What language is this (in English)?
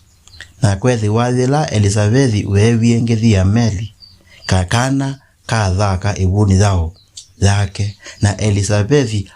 Kamba